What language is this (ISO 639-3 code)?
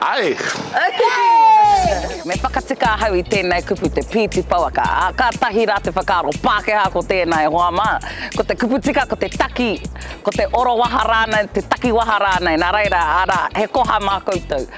mri